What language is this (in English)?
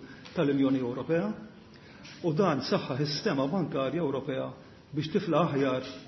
Maltese